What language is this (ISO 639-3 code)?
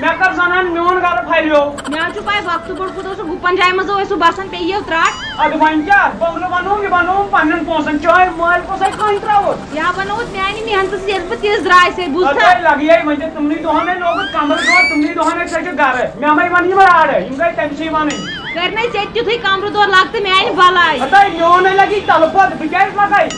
kas